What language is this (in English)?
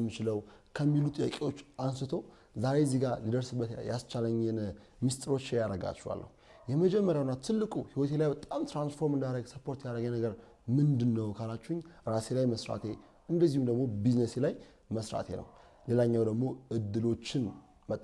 Amharic